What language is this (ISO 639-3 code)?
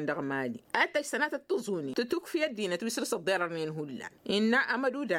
taq